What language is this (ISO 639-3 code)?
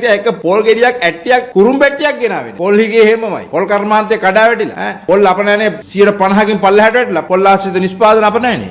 sin